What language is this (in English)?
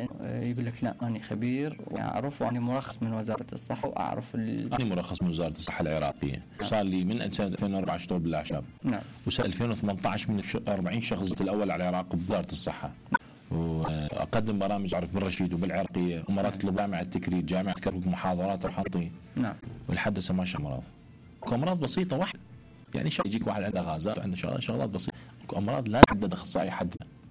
Mesopotamian Arabic